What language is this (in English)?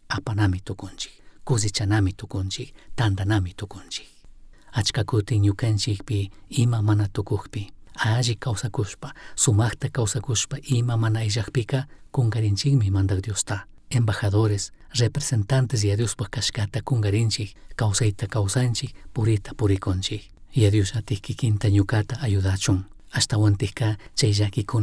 Chimborazo Highland Quichua